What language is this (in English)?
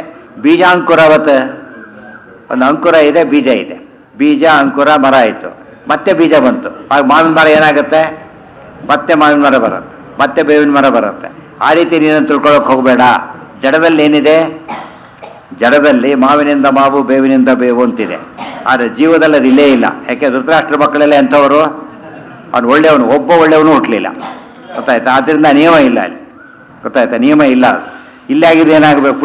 Kannada